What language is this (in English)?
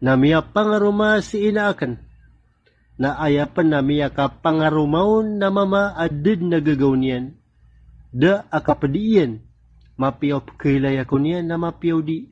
Maranao